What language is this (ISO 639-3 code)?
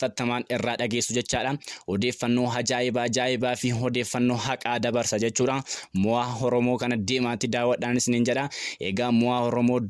orm